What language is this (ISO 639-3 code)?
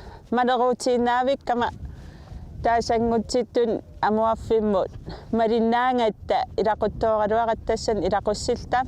kal